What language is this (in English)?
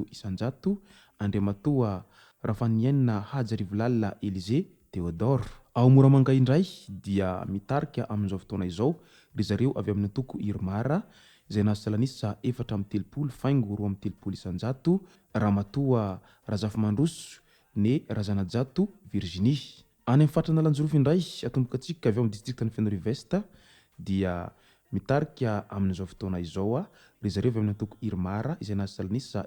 Malagasy